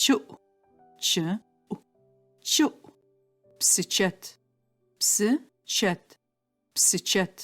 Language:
Adyghe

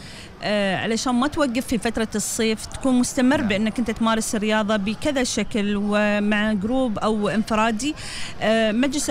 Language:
Gulf Arabic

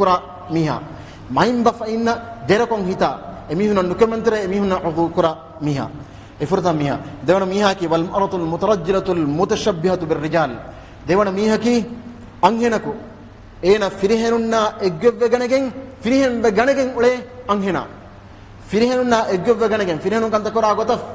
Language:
Divehi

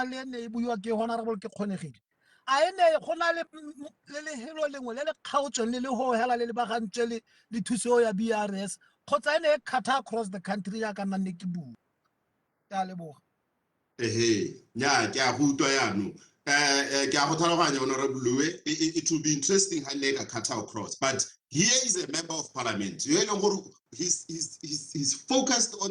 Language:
Tswana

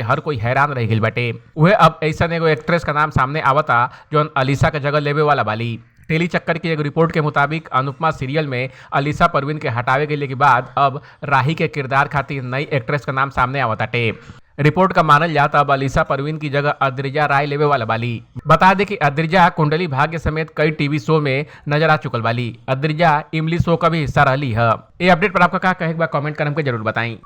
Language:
Bhojpuri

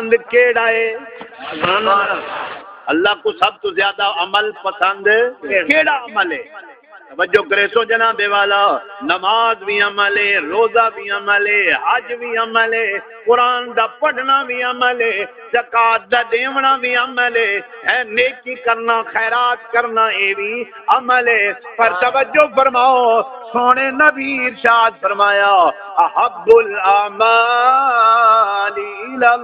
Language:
Saraiki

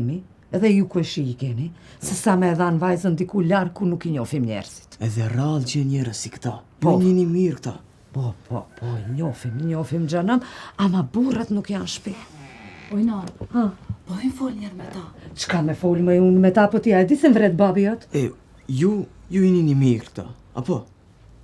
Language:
Albanian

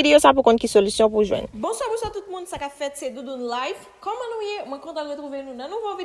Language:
Haitian Creole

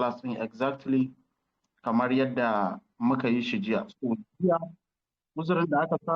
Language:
Hausa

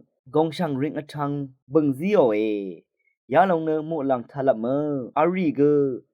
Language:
Rawang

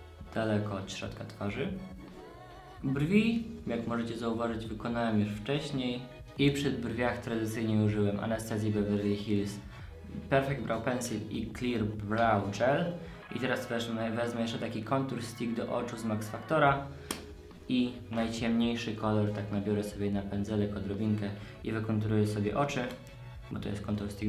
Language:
Polish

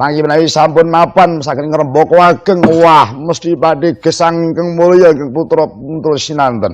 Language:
Javanese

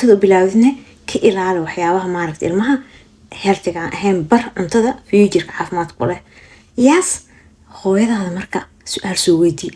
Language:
Somali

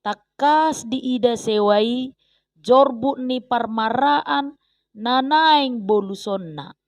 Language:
Batak Toba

